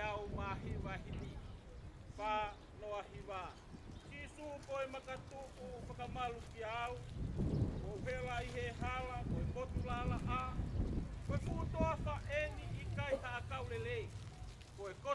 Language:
Tongan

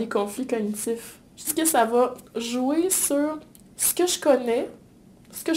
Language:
French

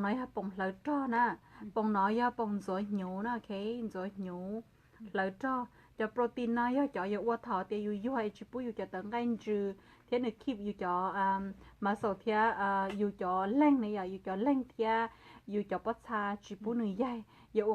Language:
Hmong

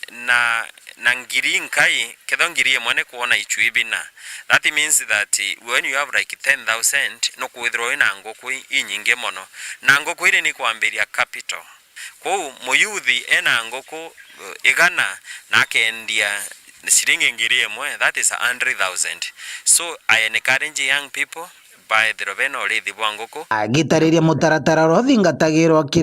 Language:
Meru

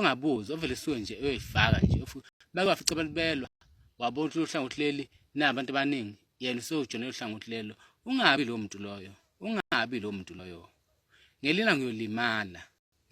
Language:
Zulu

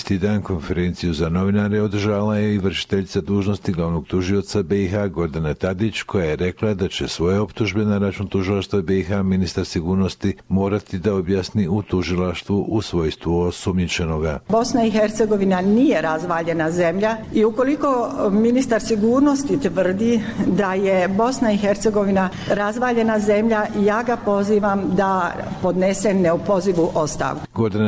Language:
Bosnian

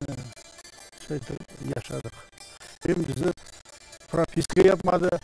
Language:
Crimean Tatar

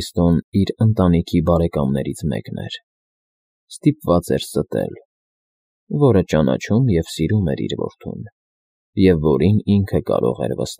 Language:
Armenian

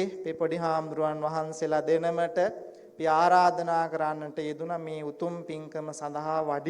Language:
Sinhala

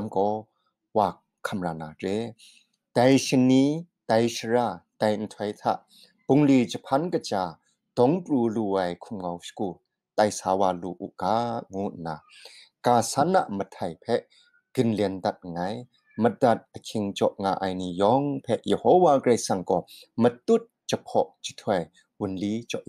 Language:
Kachin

